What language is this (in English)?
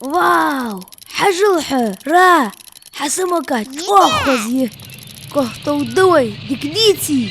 Ingush